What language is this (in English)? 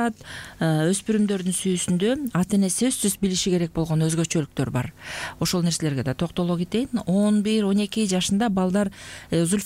Kyrgyz